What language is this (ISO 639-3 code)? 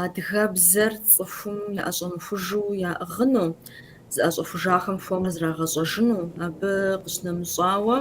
kbd